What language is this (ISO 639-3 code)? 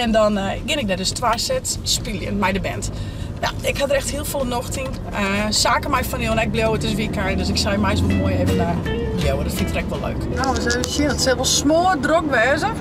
fry